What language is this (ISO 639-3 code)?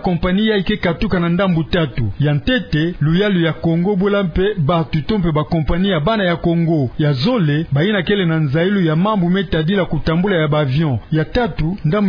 ktu